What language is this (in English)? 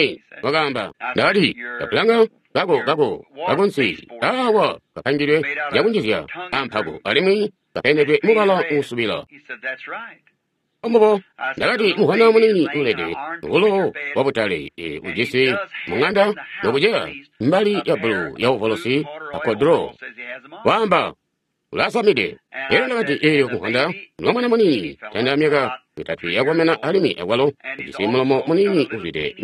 Tonga (Zambia)